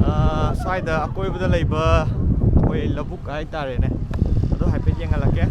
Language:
Manipuri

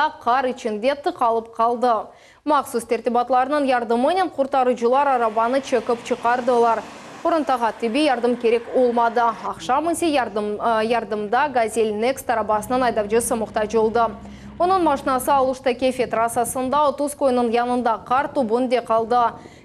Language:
Crimean Tatar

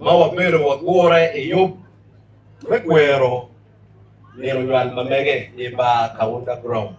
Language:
Acoli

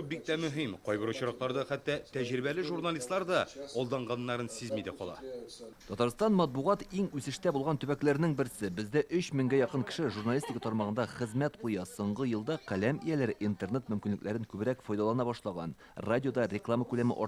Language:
Tatar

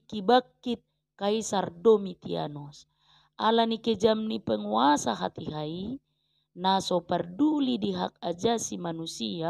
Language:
Batak Toba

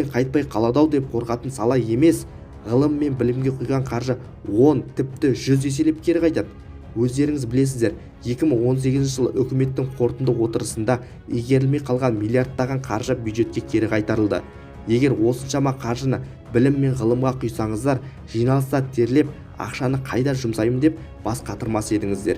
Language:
Kazakh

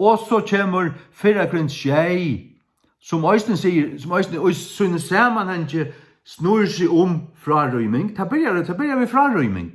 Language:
Faroese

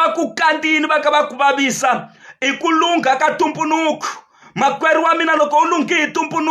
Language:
Tsonga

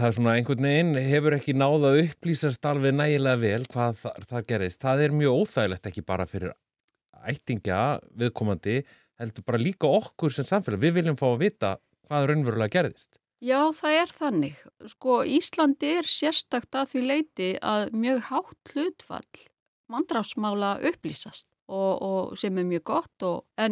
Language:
Icelandic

